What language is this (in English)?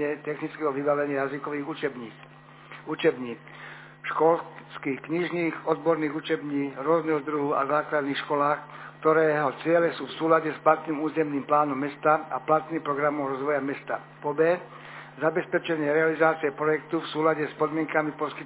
Slovak